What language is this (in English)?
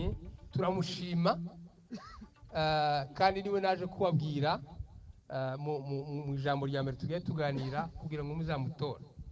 Kinyarwanda